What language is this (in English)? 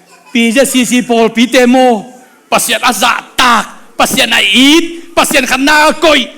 Tedim Chin